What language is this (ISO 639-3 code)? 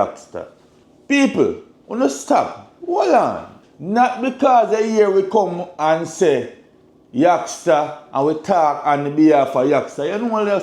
jam